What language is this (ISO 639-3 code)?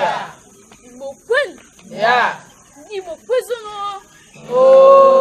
ibo